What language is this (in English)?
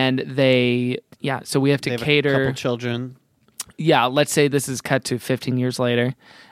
English